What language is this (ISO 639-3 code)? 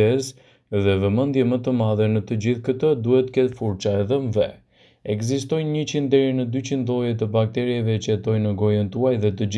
sqi